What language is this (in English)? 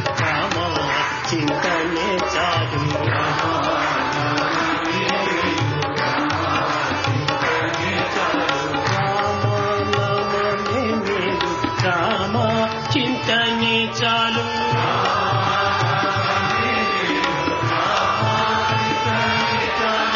Telugu